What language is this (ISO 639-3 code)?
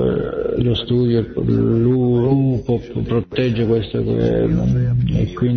ita